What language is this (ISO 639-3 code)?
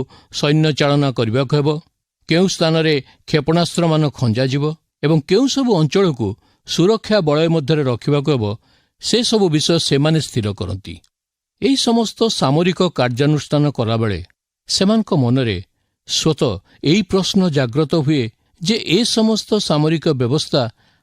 ori